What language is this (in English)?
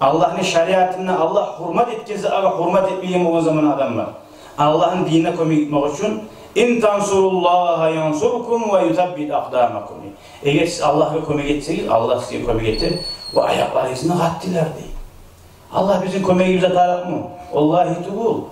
Kumyk